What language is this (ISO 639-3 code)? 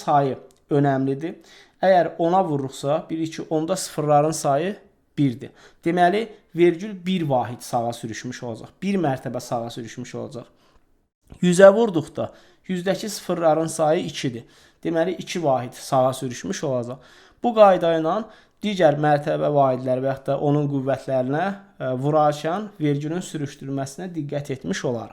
aze